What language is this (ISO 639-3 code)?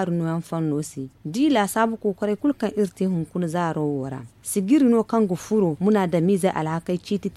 dje